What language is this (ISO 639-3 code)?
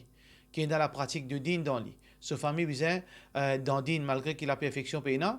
mfe